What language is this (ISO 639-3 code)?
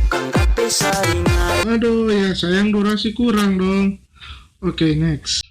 xmm